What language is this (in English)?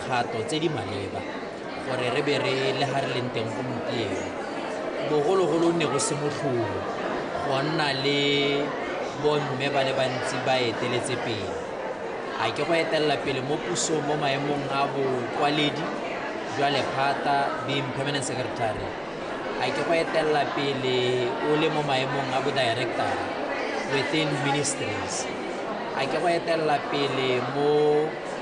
Tswana